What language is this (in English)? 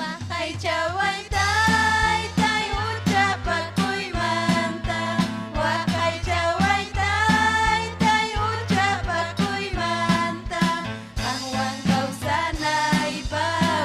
Ayacucho Quechua